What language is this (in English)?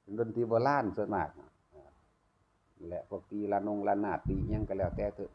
Northeastern Thai